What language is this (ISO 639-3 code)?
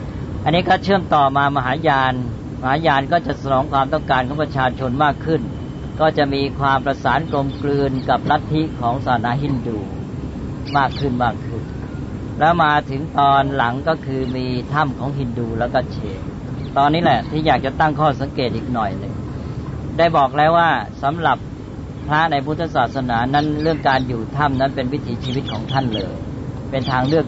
tha